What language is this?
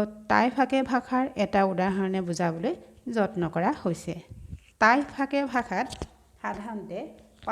Assamese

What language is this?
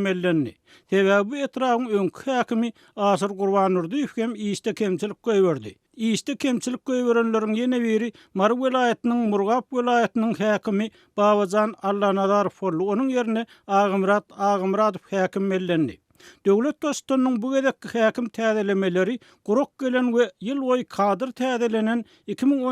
Turkmen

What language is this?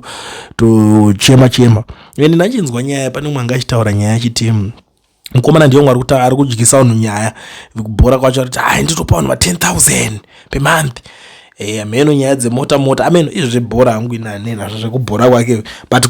Shona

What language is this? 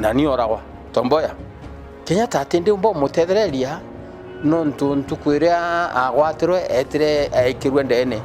Meru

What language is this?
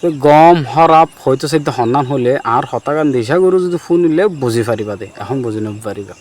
Rohingya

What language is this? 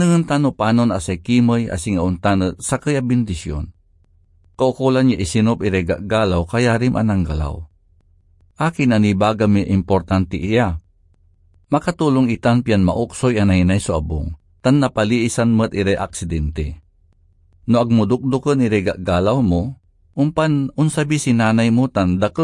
Pangasinan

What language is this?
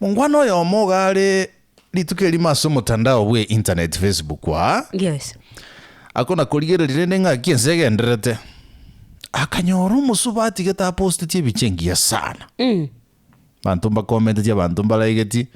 Gusii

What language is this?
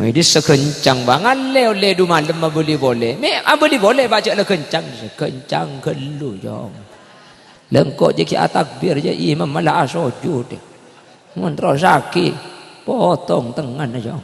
Madurese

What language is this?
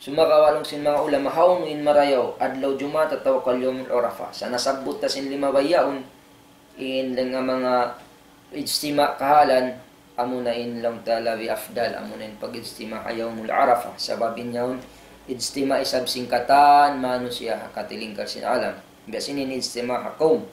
Tausug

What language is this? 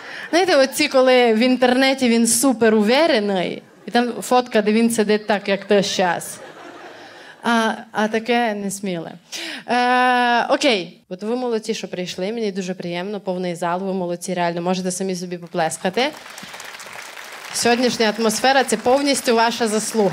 Ukrainian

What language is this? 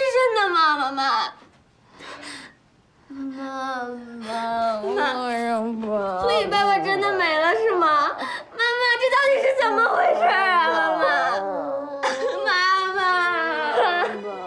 Chinese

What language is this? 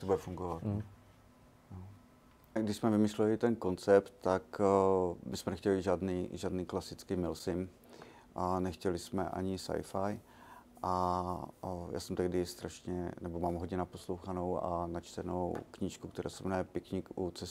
Czech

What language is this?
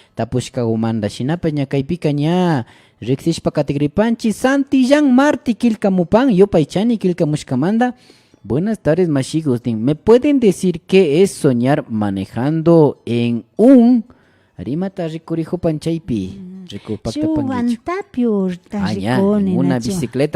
Imbabura Highland Quichua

